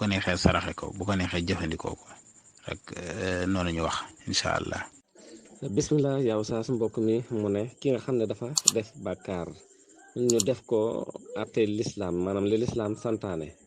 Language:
Wolof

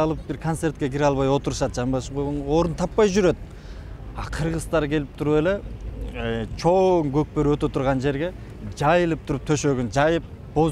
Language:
Kyrgyz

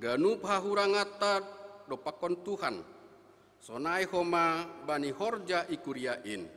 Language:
Batak Simalungun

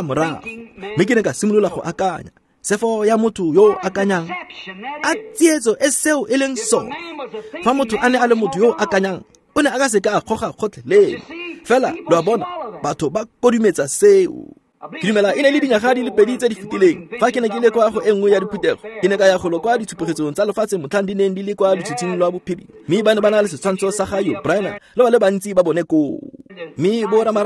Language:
Tswana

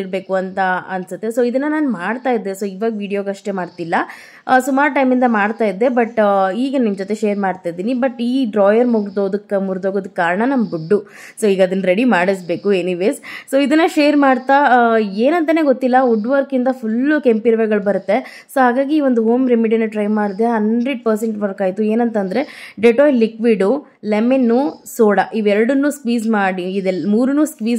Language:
Kannada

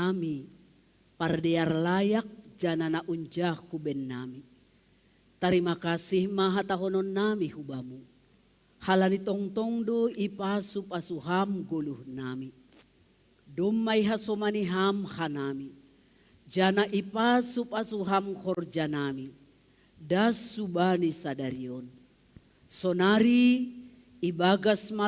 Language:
Batak Simalungun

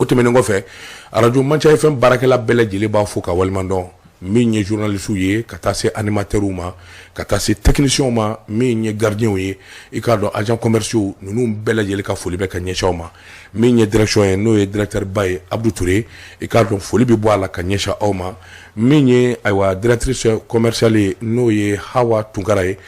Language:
Bambara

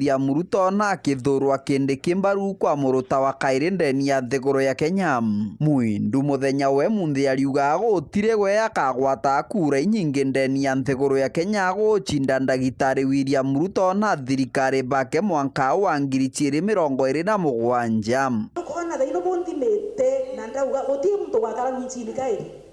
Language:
Meru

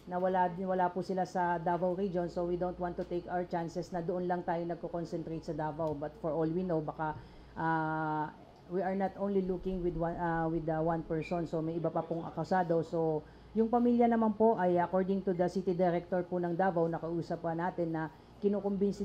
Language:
Filipino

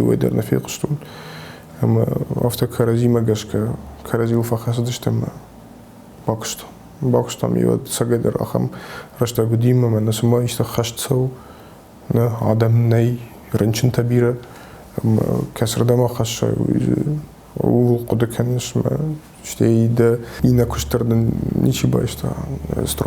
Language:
Ossetic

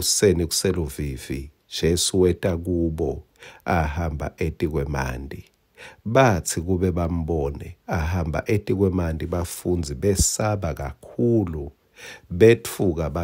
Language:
Swati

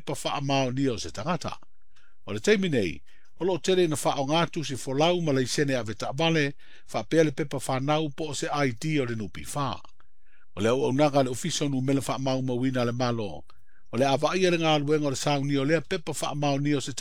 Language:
Samoan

